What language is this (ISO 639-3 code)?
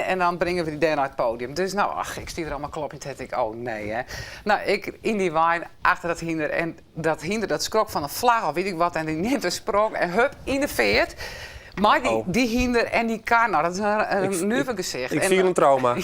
fry